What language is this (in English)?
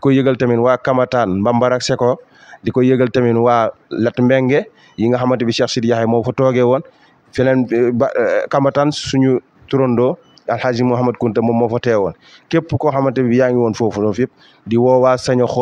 Wolof